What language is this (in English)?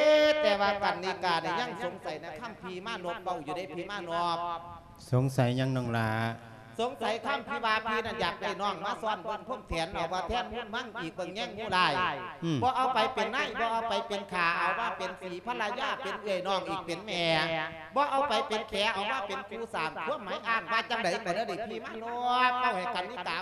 Lao